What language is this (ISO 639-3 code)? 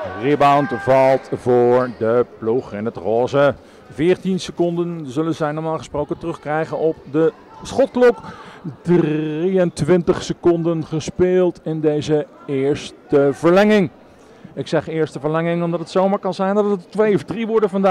nld